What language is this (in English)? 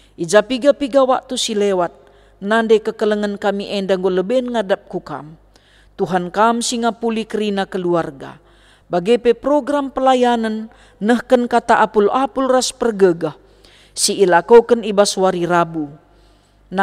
Batak Karo